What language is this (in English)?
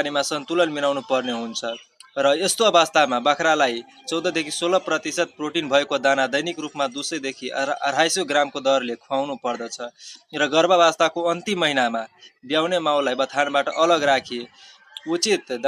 Nepali